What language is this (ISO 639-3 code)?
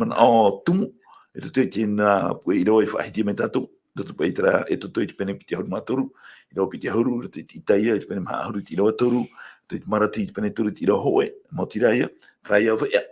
tah